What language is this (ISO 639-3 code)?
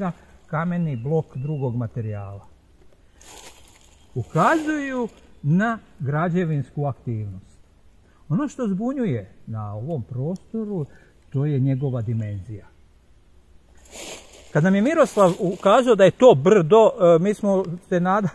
hrv